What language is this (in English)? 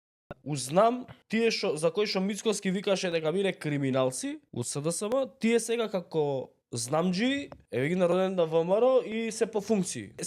Macedonian